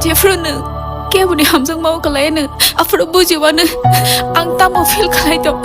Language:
Kok Borok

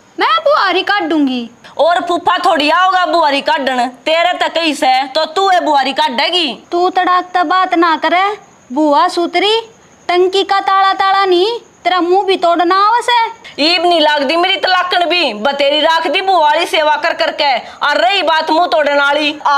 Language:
Haryanvi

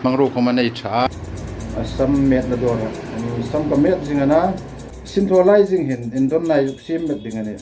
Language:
Hmar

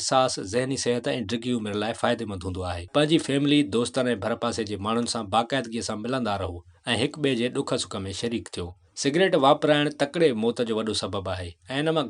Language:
Sindhi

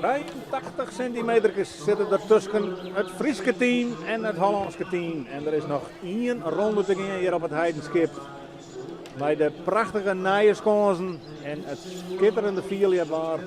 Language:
Western Frisian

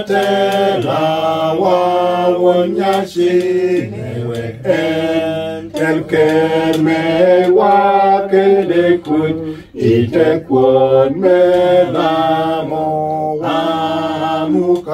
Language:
Lango (Uganda)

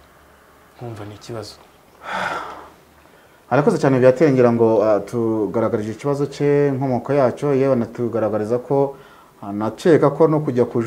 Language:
Kinyarwanda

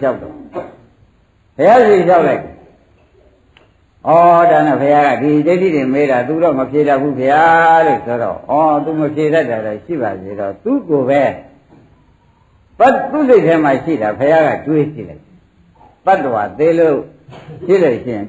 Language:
Burmese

